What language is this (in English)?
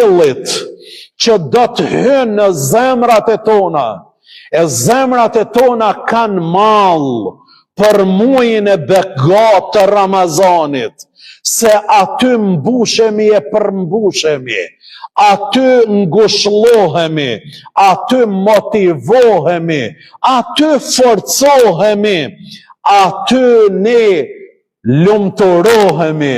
Albanian